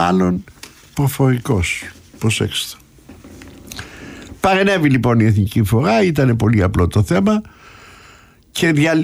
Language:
Greek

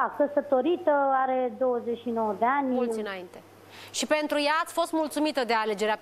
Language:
Romanian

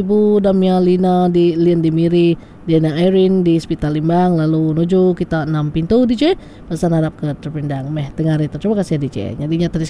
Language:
Iban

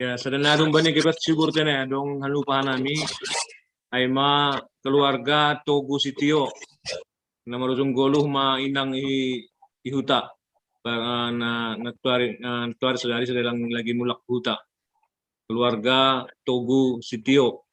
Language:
Batak Simalungun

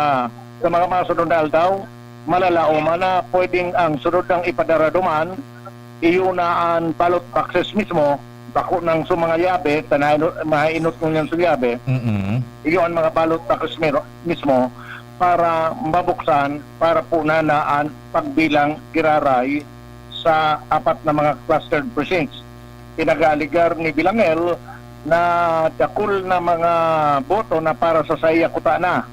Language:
Bikol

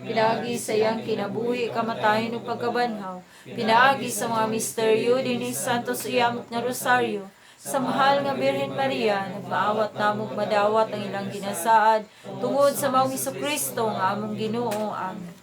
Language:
Cebuano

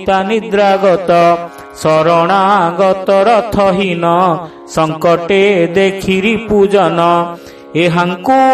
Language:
Odia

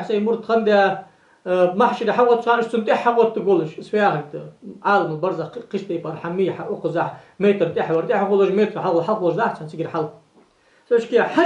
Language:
Ingush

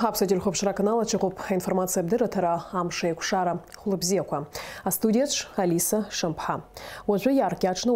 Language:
Abkhazian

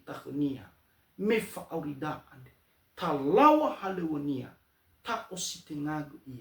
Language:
Nias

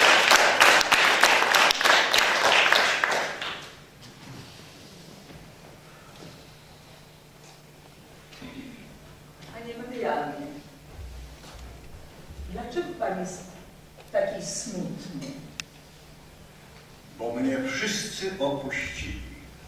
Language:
Polish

